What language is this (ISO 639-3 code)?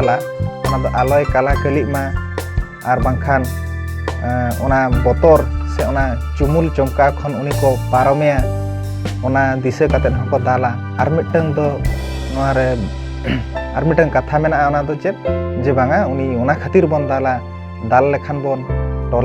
sat